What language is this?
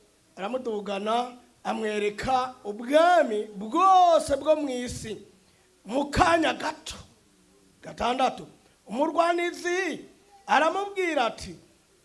Kinyarwanda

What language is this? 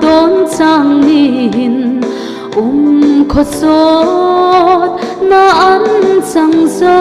Hmar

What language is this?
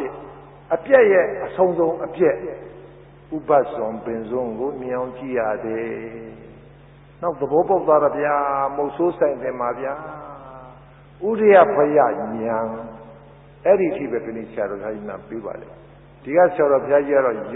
Burmese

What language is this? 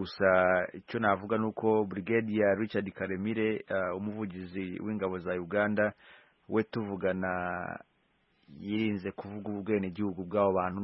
Kinyarwanda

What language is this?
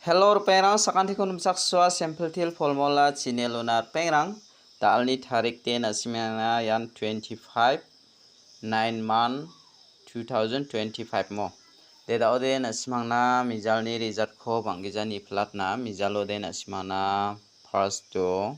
Garo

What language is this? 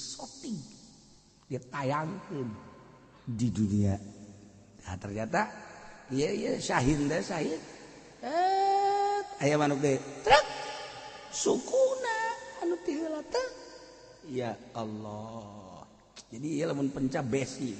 Sundanese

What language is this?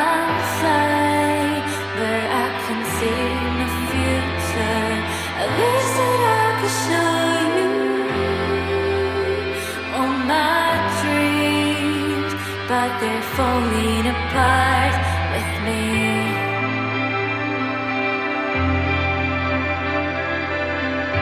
English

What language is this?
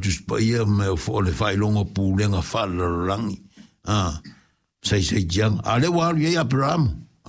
Samoan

